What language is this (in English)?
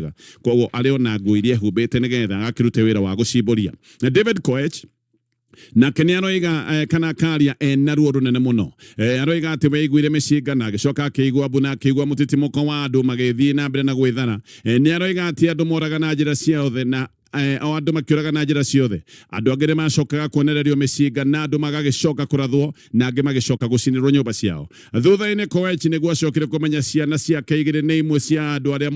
Kikuyu